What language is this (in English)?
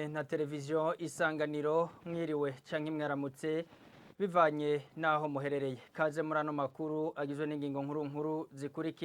Rundi